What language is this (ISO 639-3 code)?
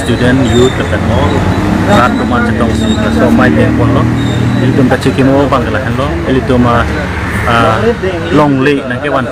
mjw